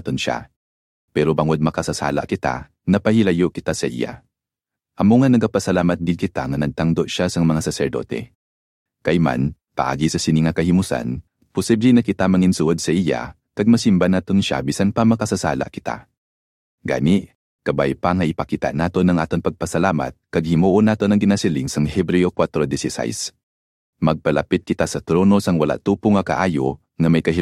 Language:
Hiligaynon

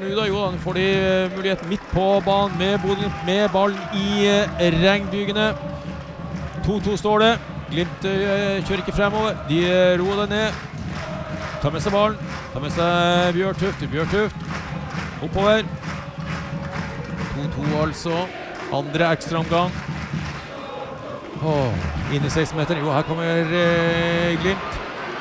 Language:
Norwegian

